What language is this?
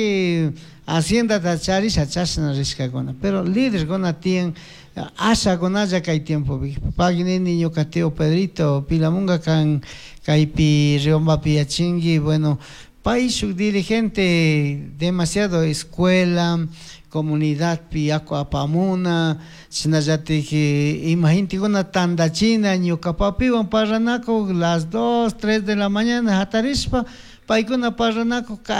Chimborazo Highland Quichua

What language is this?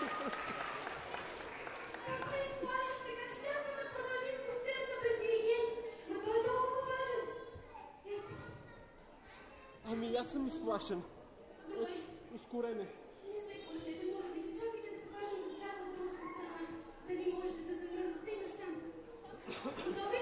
Bulgarian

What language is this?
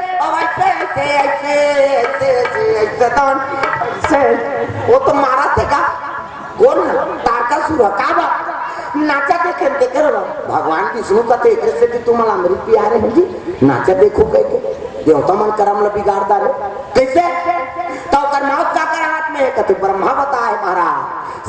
Chhattisgarhi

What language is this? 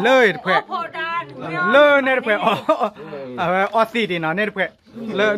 S'gaw Karen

